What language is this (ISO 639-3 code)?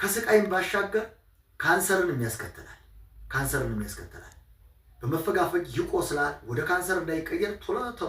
amh